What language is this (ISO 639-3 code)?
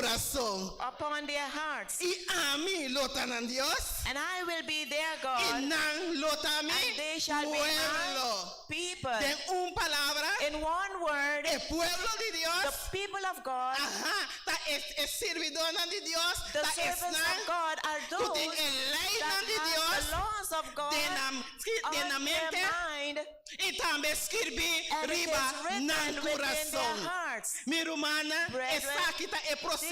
pap